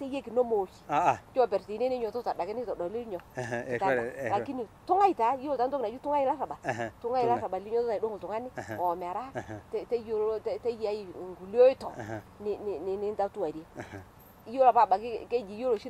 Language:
Masai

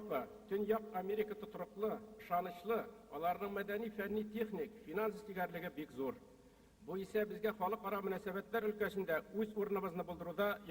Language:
Tatar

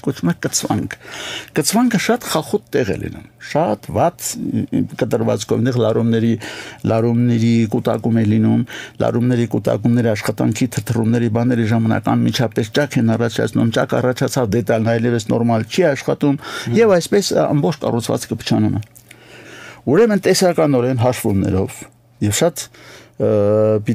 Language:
Armenian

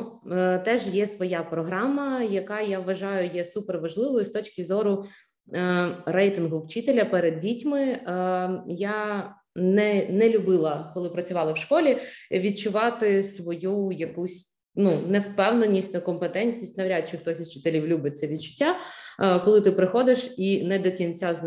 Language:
Ukrainian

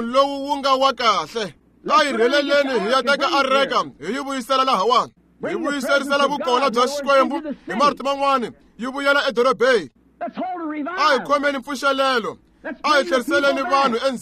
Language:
Tsonga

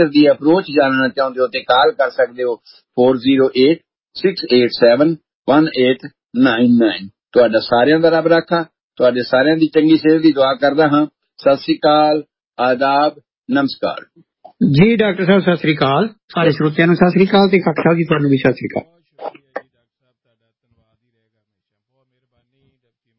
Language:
Punjabi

